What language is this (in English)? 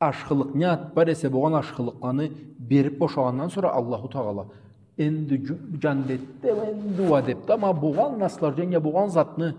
Karachay-Balkar